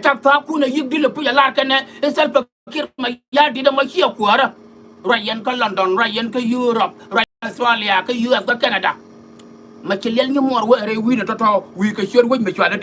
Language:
Nuer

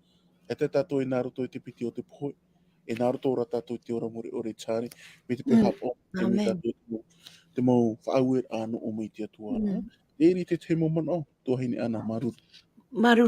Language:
Tahitian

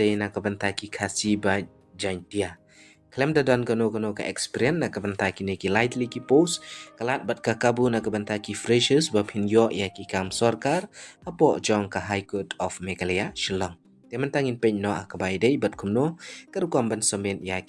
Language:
Khasi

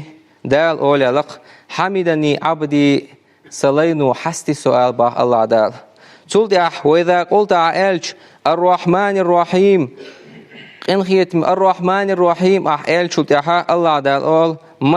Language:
Chechen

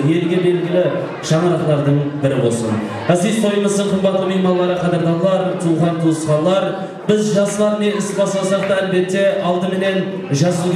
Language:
Kara-Kalpak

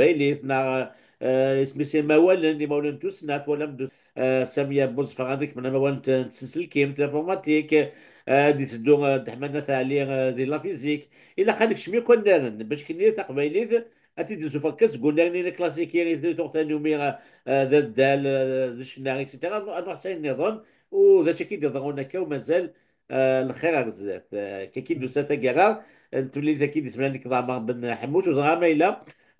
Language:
Kabyle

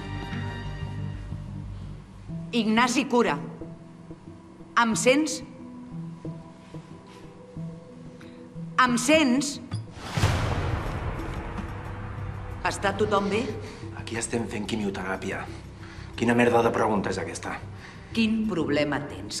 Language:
Catalan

